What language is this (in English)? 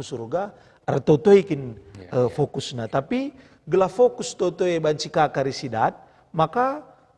Batak Karo